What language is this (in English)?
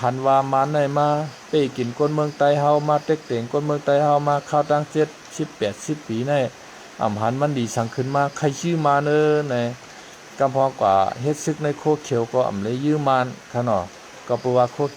Shan